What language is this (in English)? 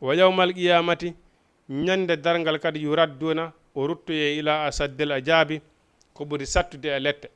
Fula